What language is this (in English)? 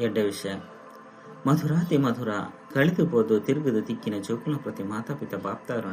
Tulu